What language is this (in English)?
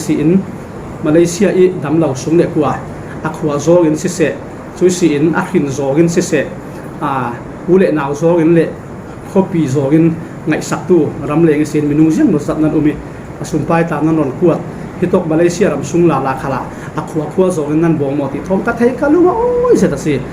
Falam Chin